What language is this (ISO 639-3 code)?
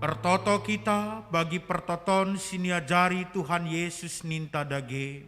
btx